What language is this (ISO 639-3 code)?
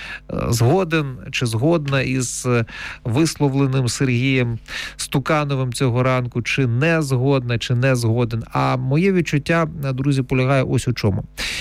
ukr